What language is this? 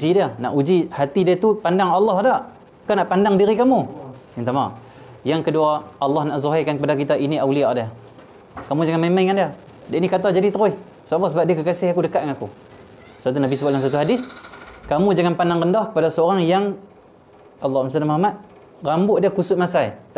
Malay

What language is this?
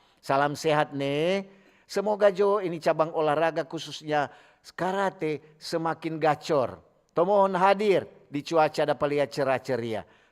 Manado Malay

